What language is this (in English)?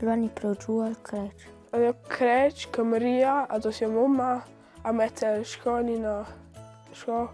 Romansh